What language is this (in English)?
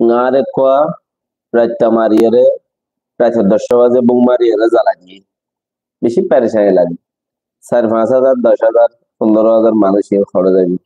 Rohingya